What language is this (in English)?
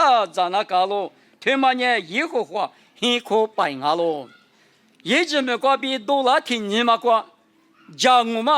Lisu